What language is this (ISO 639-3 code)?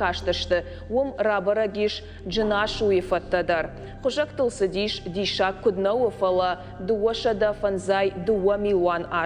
oss